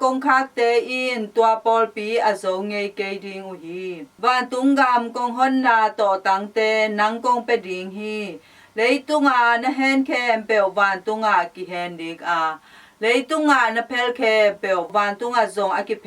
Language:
Tedim Chin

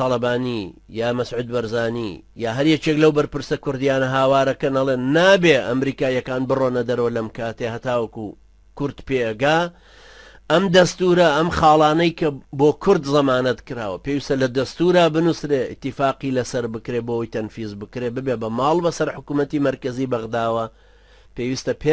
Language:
Central Kurdish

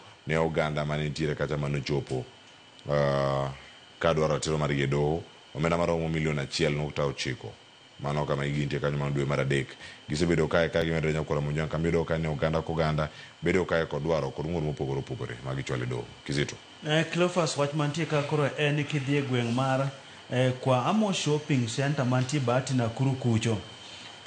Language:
Luo (Kenya and Tanzania)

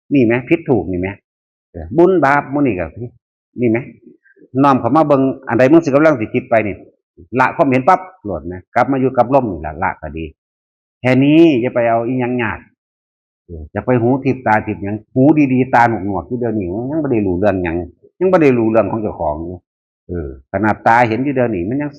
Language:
Northeastern Thai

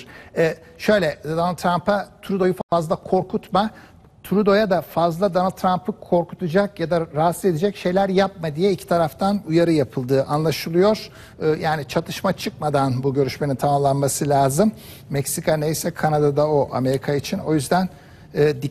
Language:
Turkish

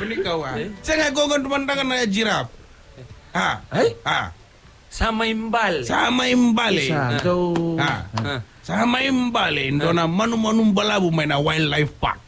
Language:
Fijian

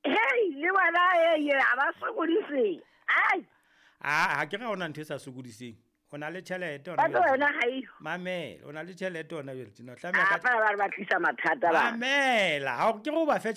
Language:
Southern Sotho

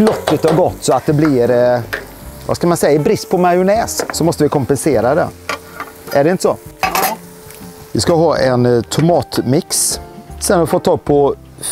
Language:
Swedish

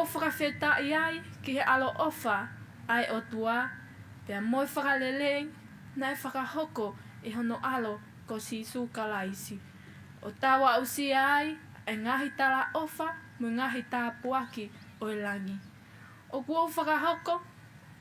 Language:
Tongan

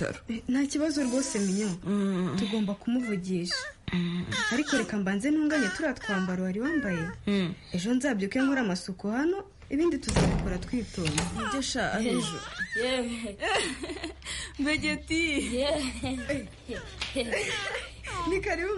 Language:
Kinyarwanda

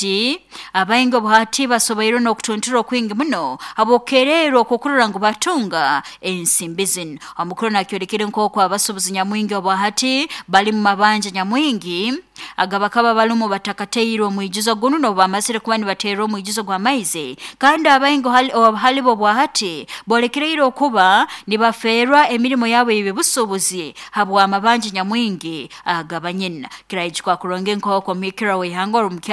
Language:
Nyoro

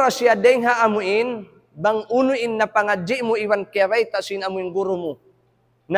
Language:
Tausug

